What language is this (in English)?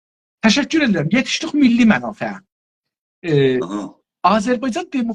South Azerbaijani